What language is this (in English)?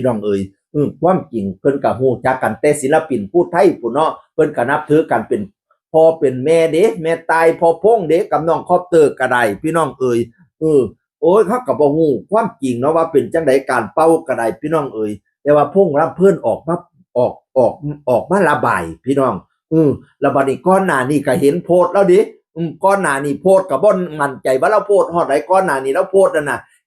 Northeastern Thai